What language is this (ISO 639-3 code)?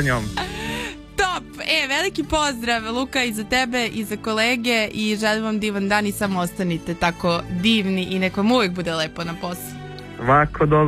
srp